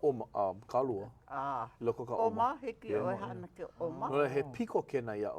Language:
Hawaiian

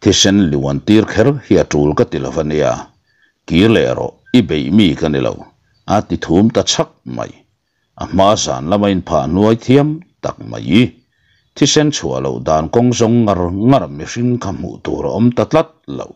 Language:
Mizo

